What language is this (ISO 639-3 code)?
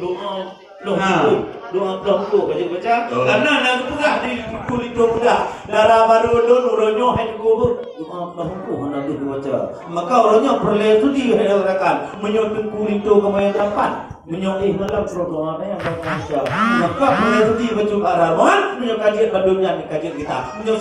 ace